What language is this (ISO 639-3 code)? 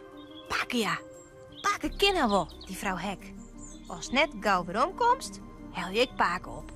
fry